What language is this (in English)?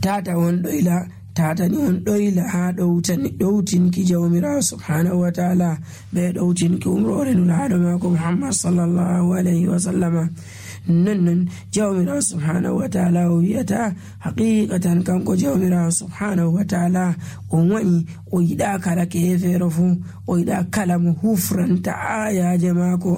Nigerian Fulfulde